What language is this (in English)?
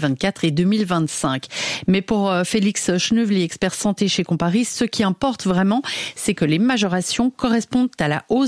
French